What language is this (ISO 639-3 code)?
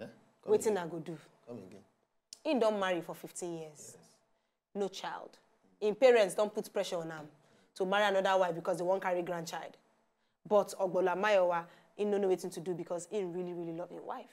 pcm